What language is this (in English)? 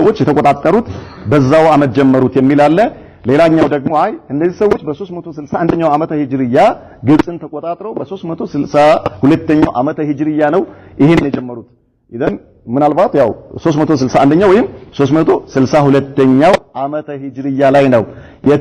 Amharic